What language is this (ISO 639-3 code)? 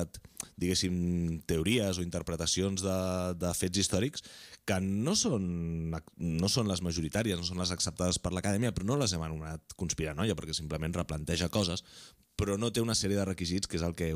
cat